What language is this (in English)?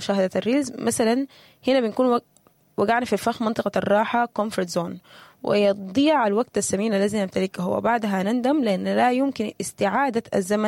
Sudanese Arabic